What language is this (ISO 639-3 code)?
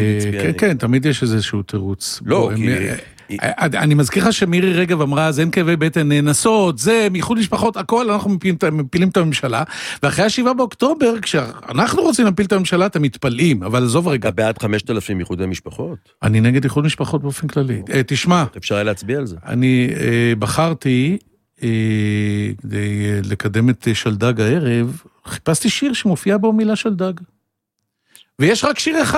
heb